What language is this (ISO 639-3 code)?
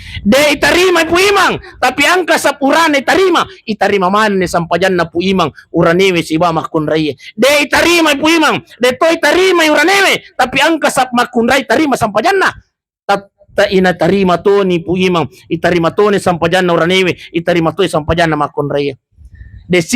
bug